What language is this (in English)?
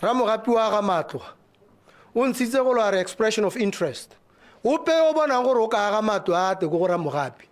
Tswana